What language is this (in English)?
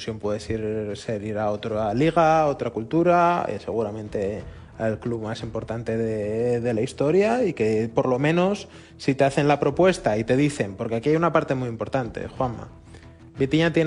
Spanish